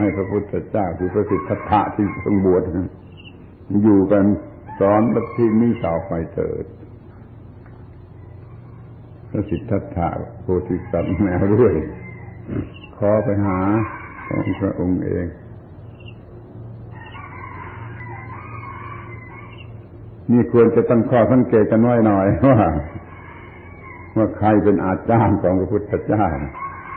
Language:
Thai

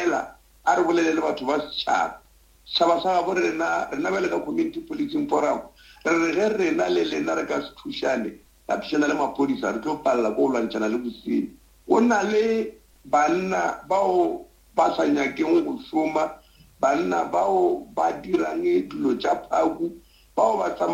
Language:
Northern Sotho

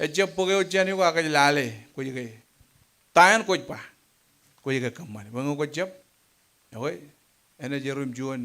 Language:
Marshallese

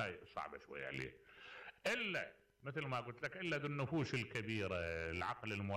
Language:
Mesopotamian Arabic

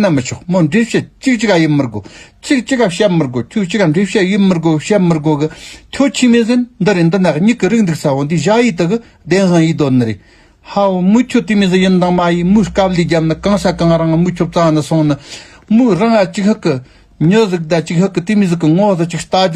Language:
Tibetan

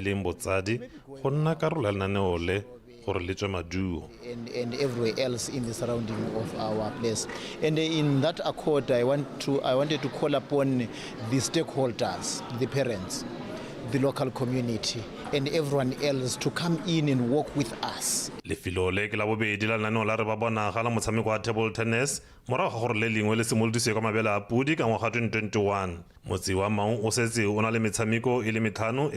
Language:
Tswana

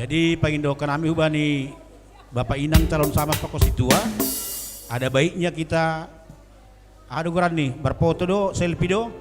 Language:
Batak Simalungun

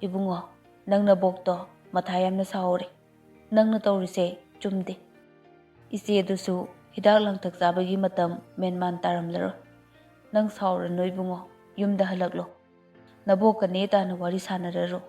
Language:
Manipuri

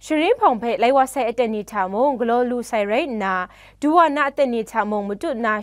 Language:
Kachin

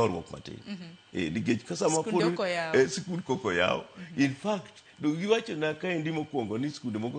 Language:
Luo (Kenya and Tanzania)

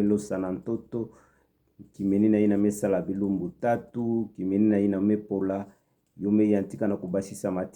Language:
Kituba (Democratic Republic of Congo)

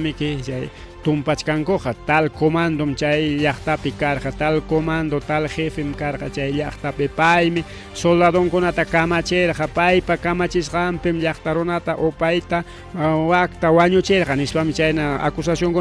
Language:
Ayacucho Quechua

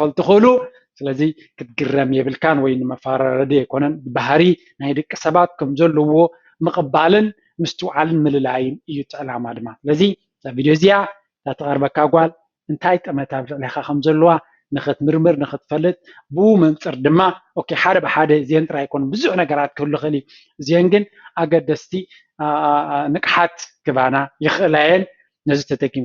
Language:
Tigrinya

